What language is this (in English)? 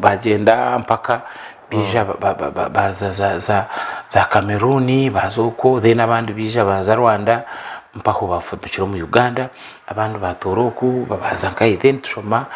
Nyankole